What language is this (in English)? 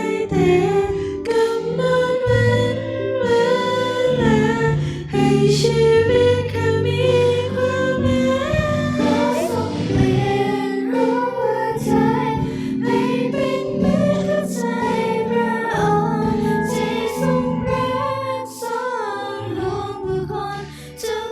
Lahu